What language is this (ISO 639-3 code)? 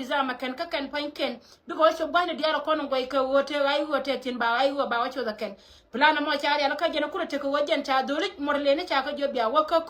nus